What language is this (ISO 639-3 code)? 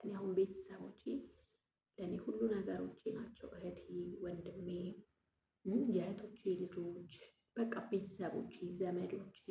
amh